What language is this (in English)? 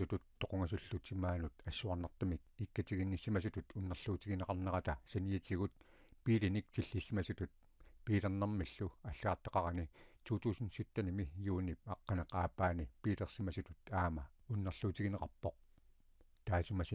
Kalaallisut